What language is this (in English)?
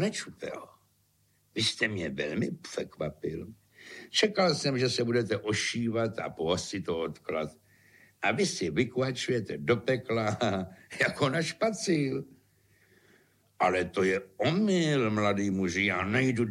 Czech